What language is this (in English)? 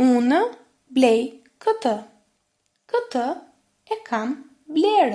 Albanian